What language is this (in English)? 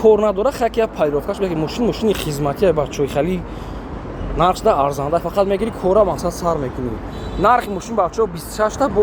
Tajik